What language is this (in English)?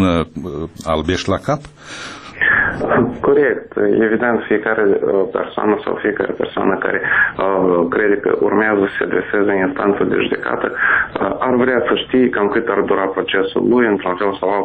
Romanian